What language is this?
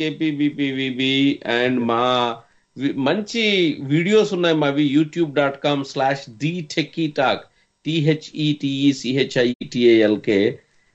Telugu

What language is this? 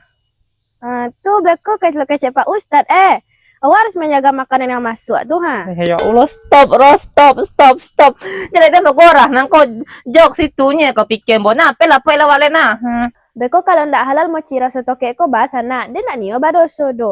Minangkabau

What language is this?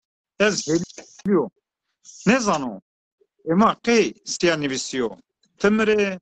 Zaza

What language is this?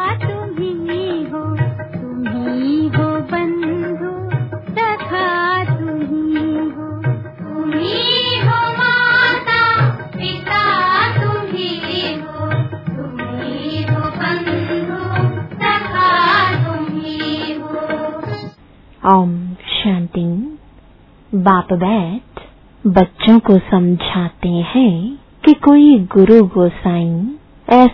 Hindi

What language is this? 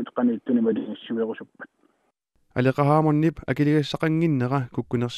Kalaallisut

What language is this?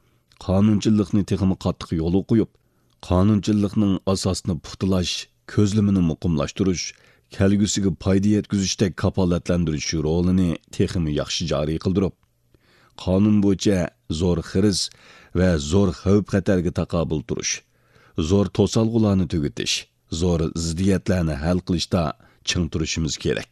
Uyghur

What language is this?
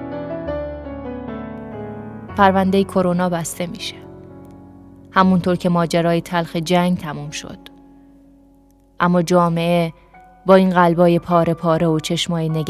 Persian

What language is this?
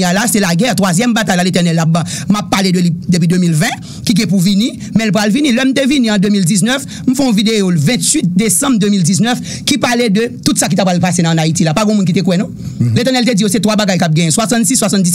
Haitian Creole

